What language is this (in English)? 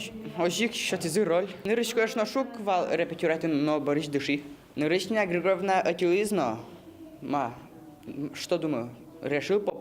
Udmurt